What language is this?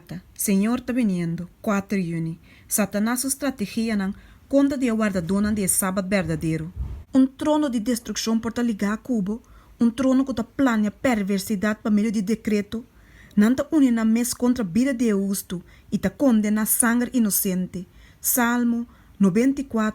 Papiamento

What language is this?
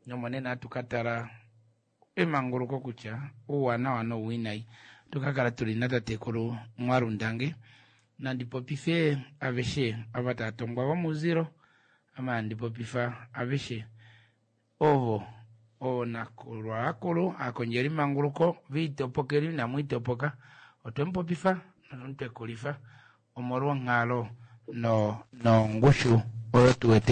Kuanyama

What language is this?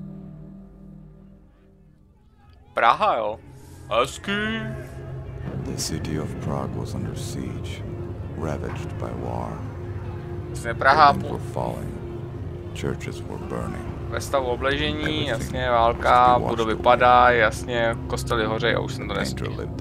Czech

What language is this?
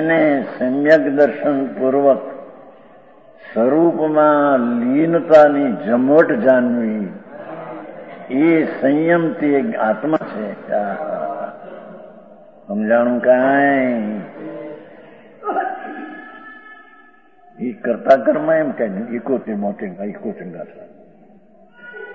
Gujarati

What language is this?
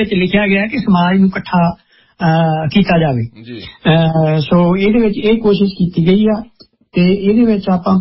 Punjabi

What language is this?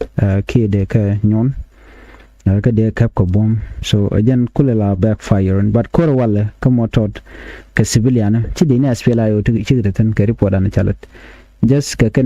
Nuer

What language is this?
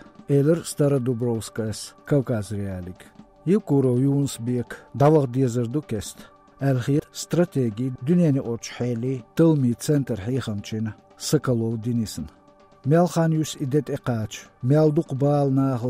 Chechen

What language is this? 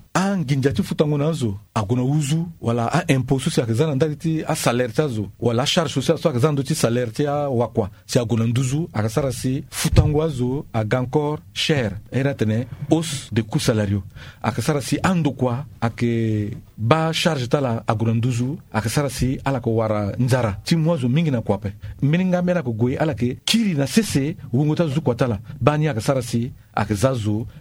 Sango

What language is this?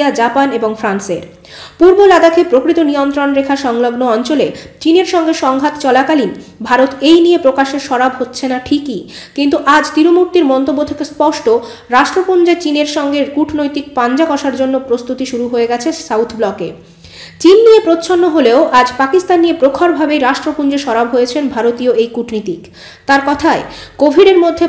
Bangla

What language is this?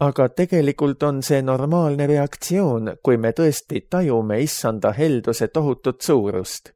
Estonian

